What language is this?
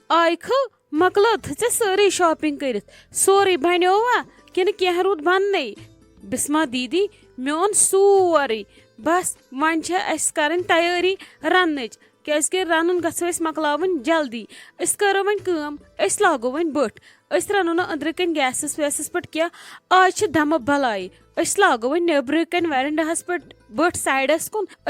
Kashmiri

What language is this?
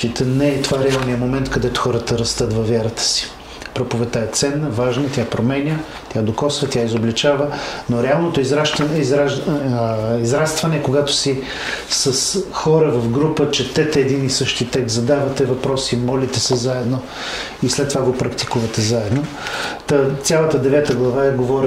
Bulgarian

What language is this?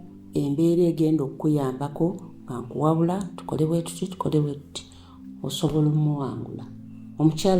Ganda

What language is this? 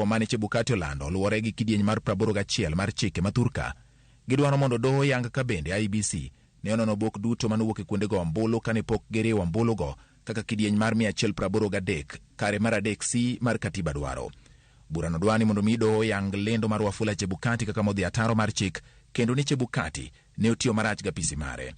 Luo (Kenya and Tanzania)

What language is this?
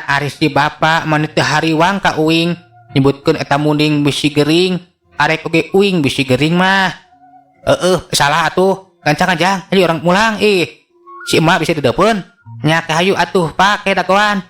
Sundanese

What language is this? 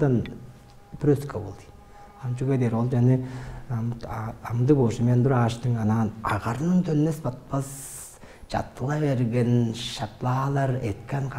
Tuvinian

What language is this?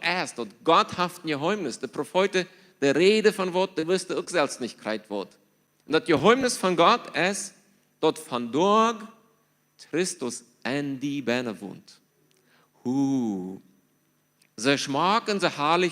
Plautdietsch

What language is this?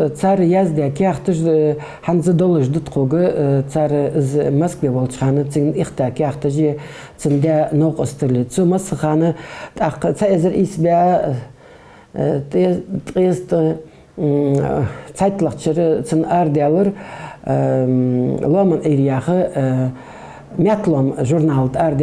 Ingush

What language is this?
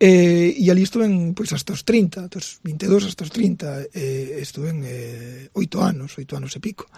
Galician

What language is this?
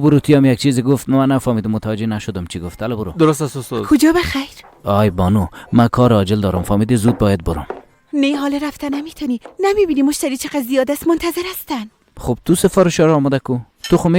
Persian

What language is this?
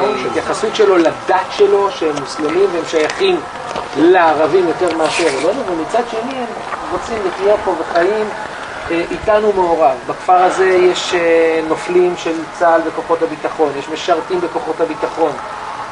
Hebrew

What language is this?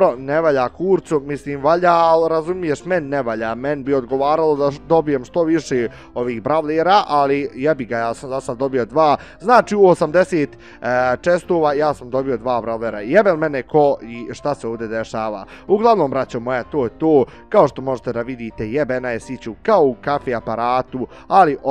Bosnian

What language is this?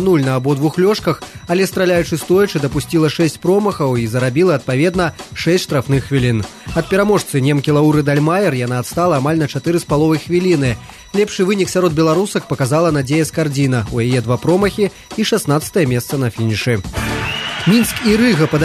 Belarusian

